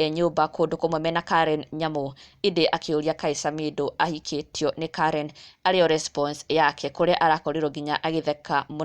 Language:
Kikuyu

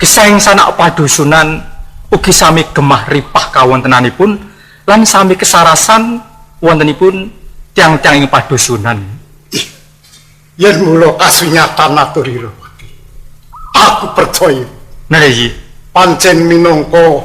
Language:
Javanese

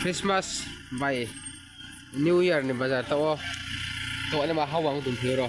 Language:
Riang (India)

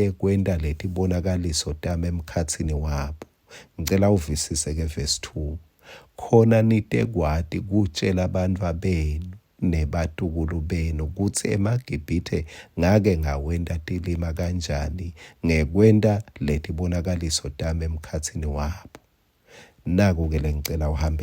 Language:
Swati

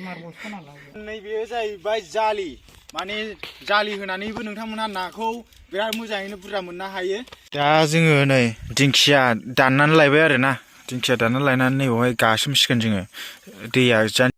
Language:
Bodo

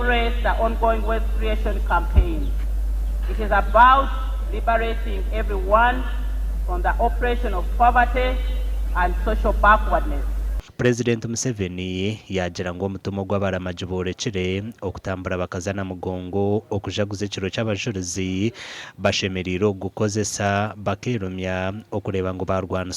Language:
Nyankole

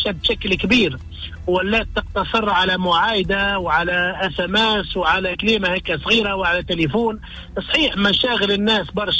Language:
Tunisian Arabic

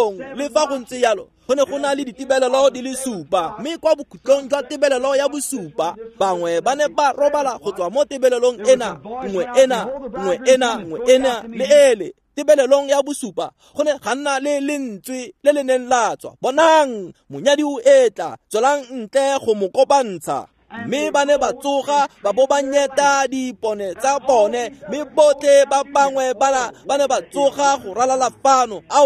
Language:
Tswana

